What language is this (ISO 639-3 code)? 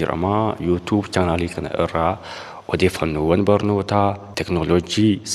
orm